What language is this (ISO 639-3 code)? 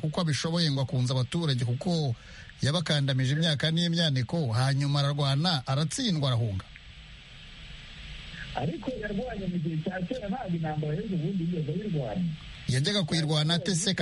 kin